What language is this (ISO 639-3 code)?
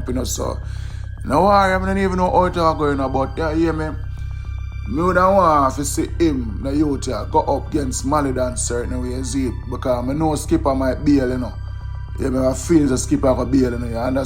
jam